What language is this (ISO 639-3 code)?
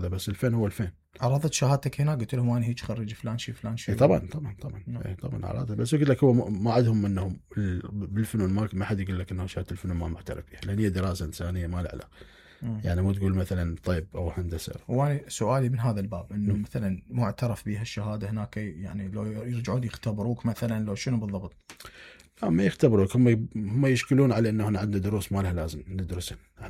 acm